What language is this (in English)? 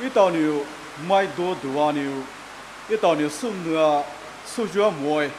Poumei Naga